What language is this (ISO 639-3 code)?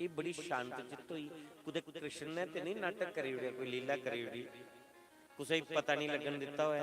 doi